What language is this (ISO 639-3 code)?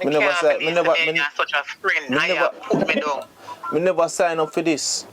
jam